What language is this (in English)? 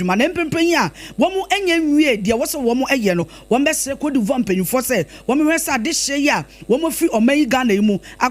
Akan